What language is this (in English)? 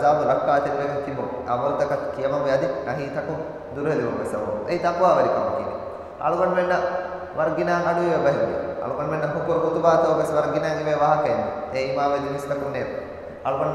Divehi